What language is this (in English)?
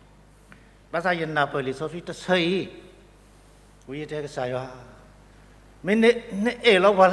S'gaw Karen